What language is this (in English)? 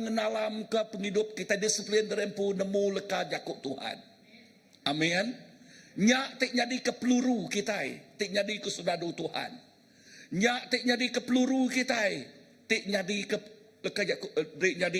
Iban